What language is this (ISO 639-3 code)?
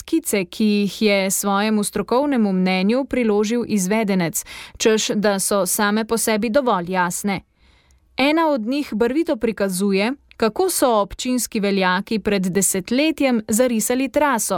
slv